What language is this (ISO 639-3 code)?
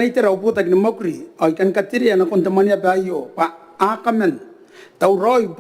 gil